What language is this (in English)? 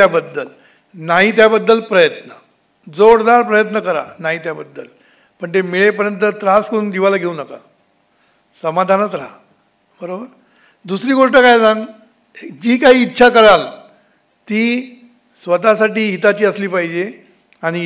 Marathi